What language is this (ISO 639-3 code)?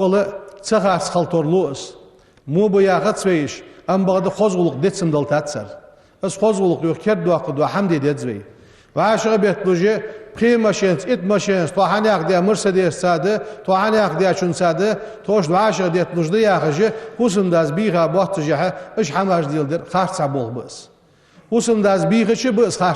inh